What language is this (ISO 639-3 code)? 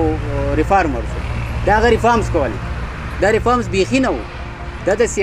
pus